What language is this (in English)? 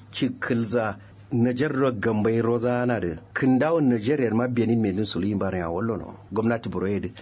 Kanuri